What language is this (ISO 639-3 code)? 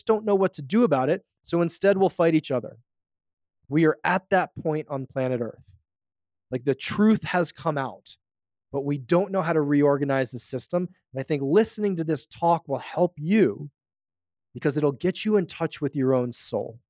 eng